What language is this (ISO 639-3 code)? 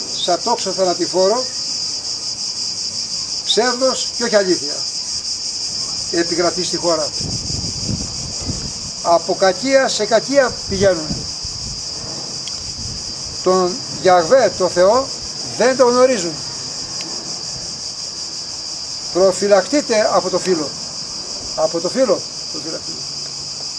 ell